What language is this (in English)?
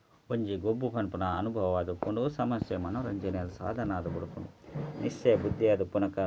Tulu